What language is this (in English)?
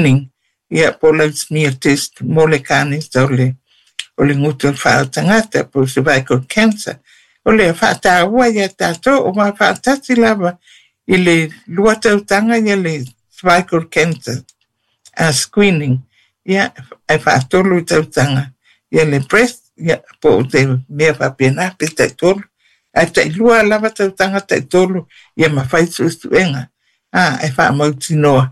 Samoan